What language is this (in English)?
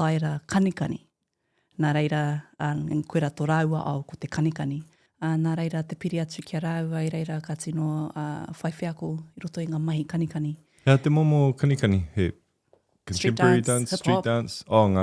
Māori